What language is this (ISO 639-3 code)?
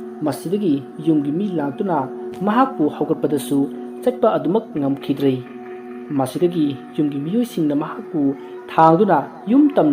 mni